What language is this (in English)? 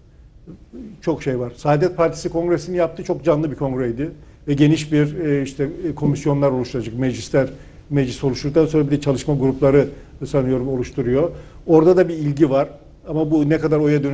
Turkish